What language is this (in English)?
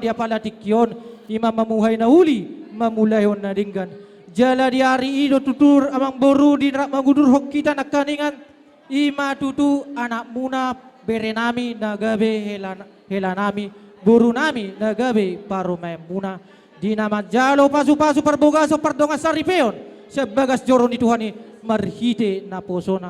Batak Toba